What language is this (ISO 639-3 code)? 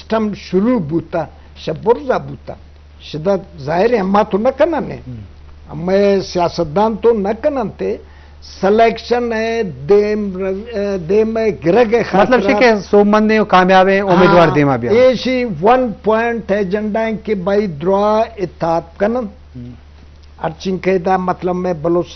bgp